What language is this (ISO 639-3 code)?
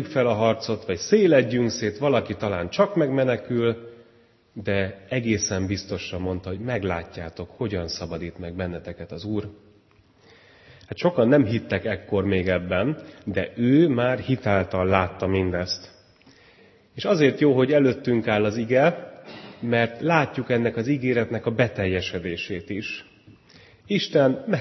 hun